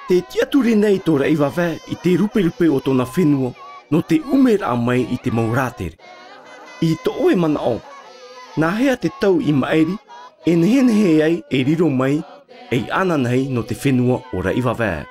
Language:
Tahitian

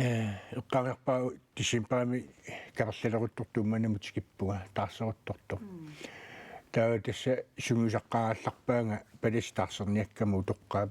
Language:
Kalaallisut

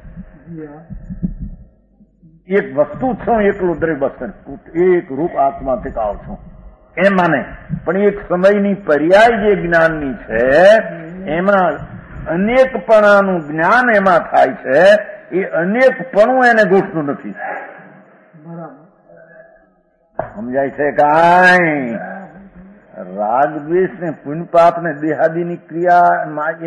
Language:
Gujarati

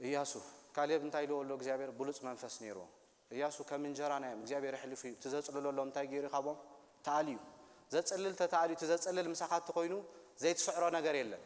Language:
Tigrinya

